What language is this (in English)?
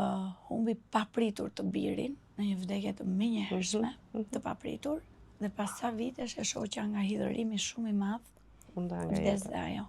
Albanian